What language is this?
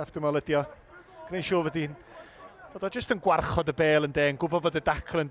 Welsh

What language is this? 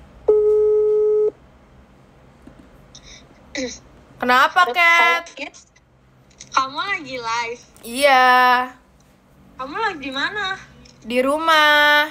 Indonesian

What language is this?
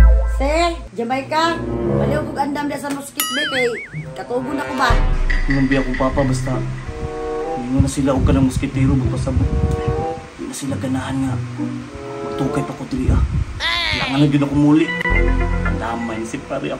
Cebuano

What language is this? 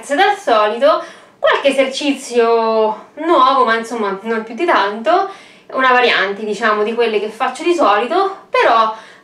Italian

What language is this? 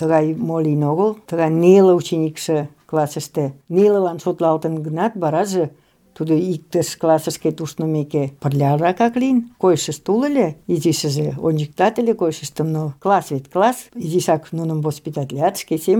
Mari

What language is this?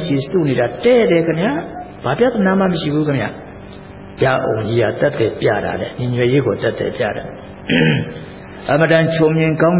Burmese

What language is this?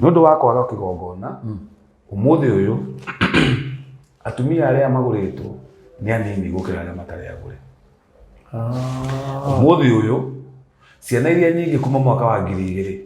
Kikuyu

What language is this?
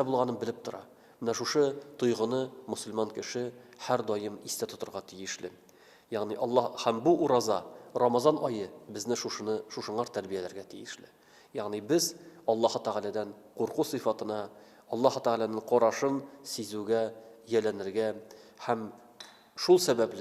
Tatar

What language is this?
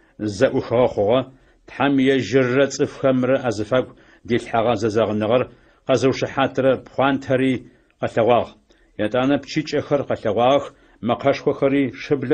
Adyghe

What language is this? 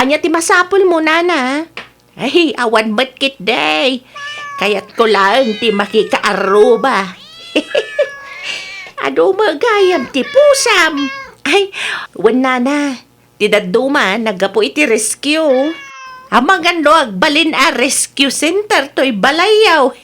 Iloko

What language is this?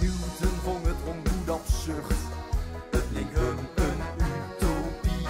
Limburgish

